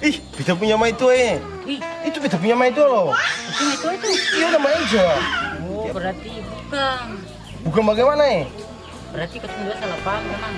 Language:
Ambonese Malay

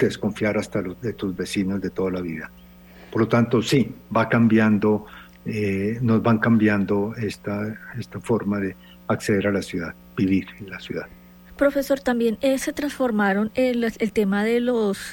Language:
Spanish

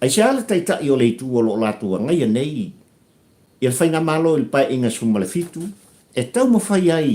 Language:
Samoan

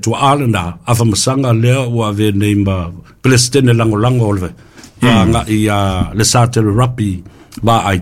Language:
Samoan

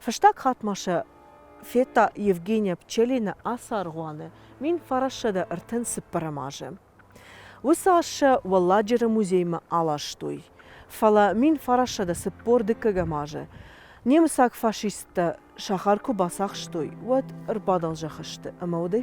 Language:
Ossetic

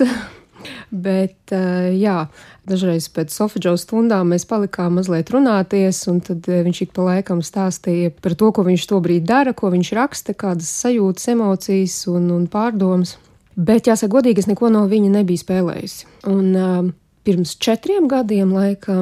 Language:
Latvian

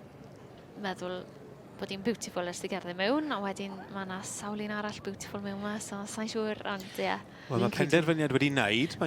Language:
Welsh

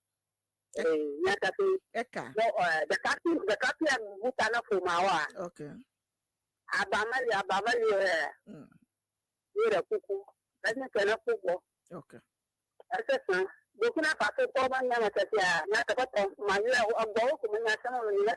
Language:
Ewe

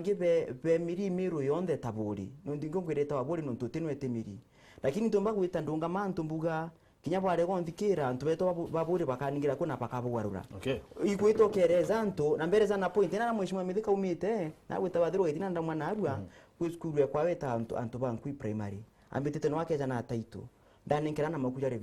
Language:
Meru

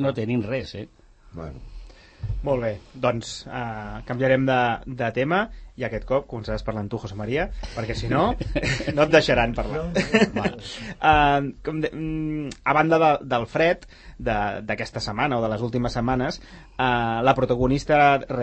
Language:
Catalan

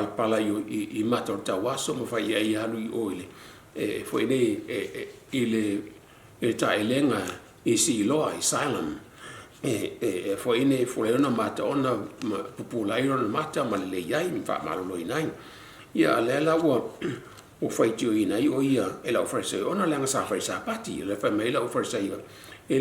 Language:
Samoan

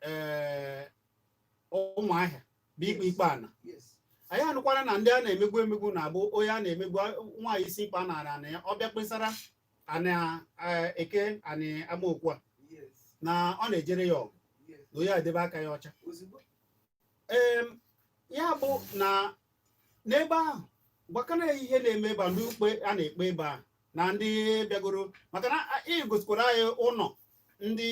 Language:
Igbo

